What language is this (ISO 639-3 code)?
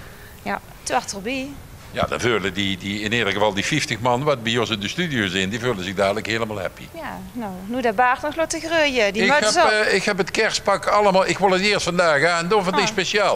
lim